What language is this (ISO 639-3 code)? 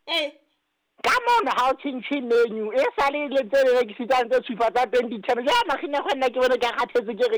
sot